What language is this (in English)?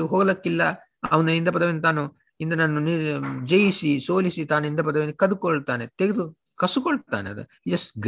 Kannada